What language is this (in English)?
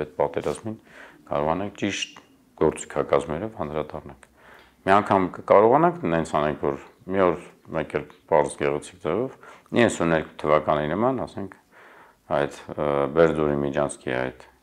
Armenian